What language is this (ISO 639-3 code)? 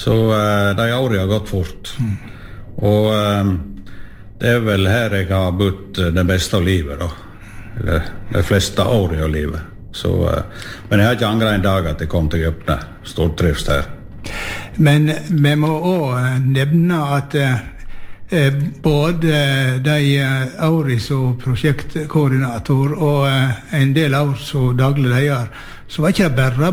nor